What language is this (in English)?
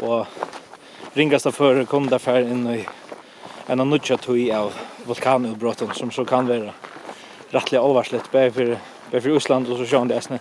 Faroese